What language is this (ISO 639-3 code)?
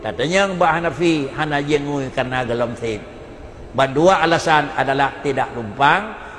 ace